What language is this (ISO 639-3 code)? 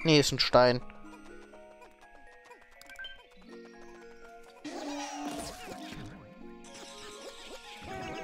deu